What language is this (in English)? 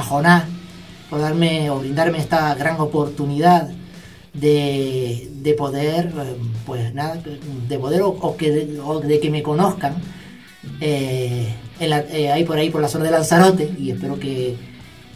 Spanish